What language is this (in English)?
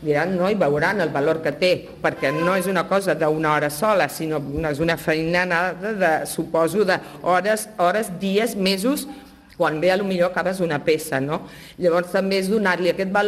Catalan